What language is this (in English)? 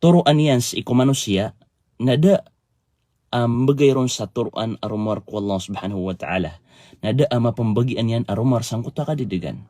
Maranao